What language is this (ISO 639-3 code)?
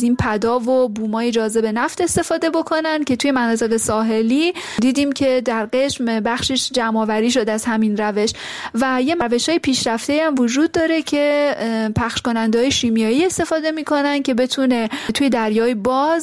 fas